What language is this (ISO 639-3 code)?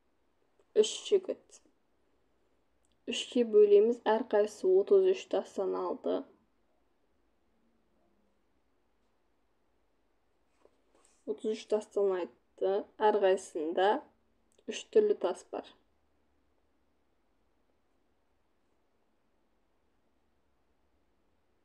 kaz